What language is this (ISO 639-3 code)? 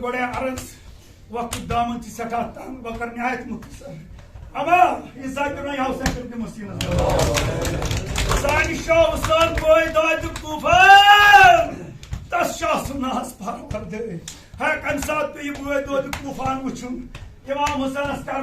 kas